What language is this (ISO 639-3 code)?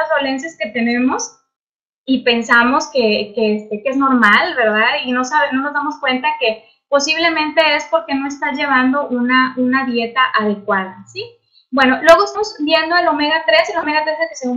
spa